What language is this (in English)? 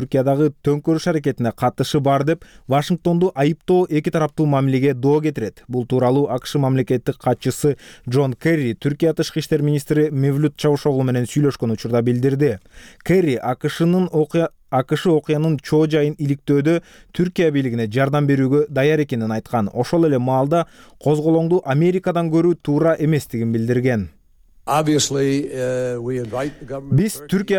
Kyrgyz